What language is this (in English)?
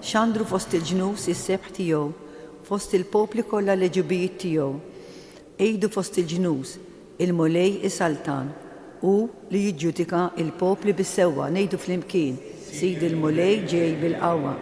Maltese